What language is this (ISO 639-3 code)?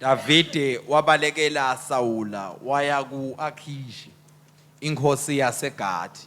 ssw